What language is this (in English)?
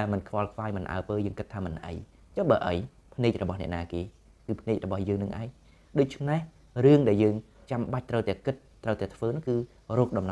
Khmer